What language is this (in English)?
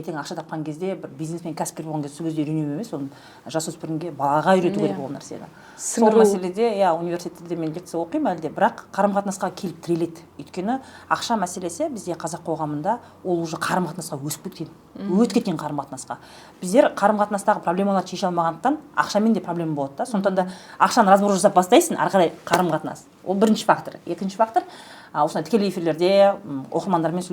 Kazakh